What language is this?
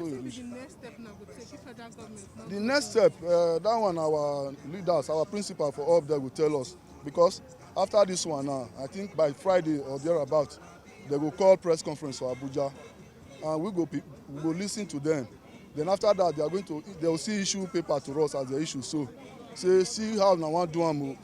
Nigerian Pidgin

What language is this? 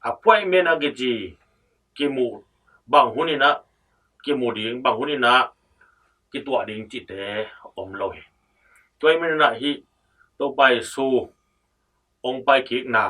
Tedim Chin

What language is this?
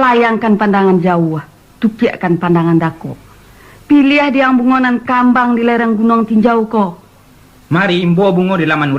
Minangkabau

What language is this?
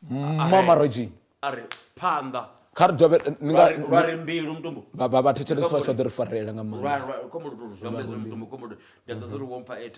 Venda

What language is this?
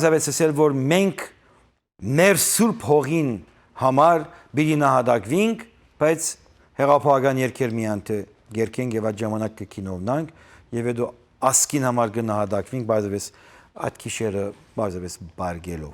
Western Armenian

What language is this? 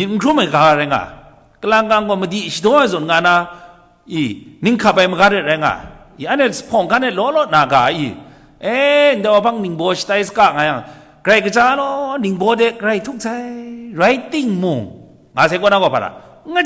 Kachin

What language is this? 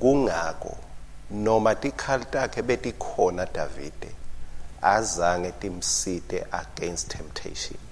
Swati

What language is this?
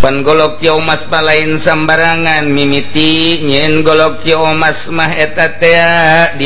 Sundanese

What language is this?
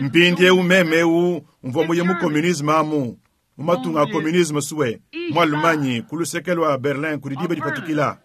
Luba-Lulua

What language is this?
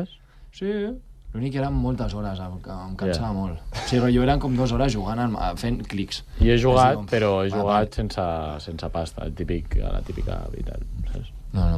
Catalan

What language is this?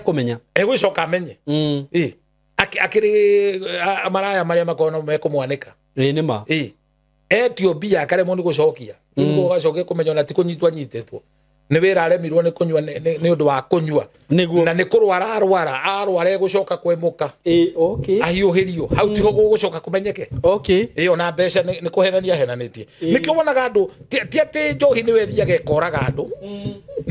Kikuyu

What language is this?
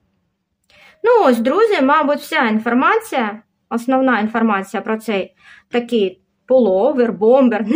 Ukrainian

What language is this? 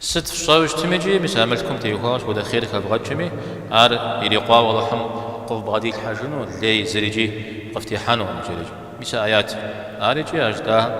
Kabardian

